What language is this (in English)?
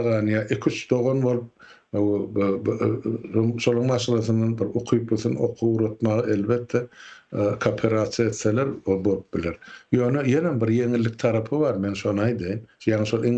Turkmen